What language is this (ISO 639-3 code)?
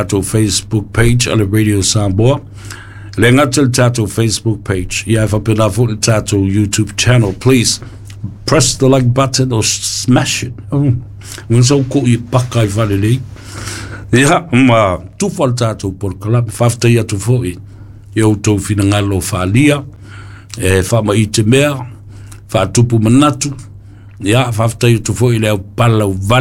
smo